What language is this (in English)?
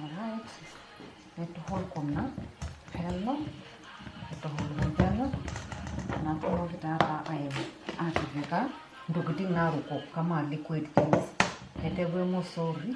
Masai